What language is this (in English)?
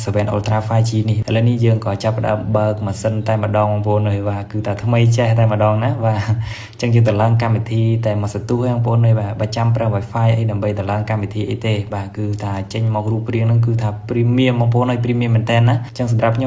Khmer